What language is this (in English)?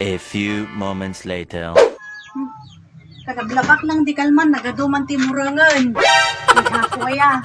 Iloko